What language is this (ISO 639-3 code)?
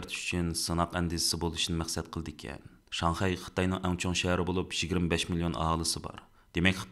uig